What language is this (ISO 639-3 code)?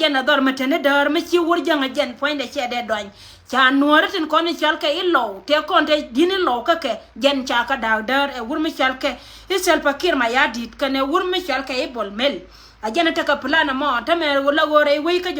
nus